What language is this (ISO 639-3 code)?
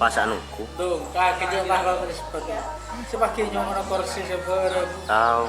mad